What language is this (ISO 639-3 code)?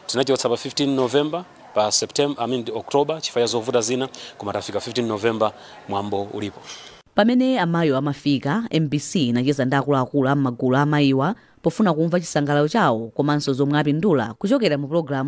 nya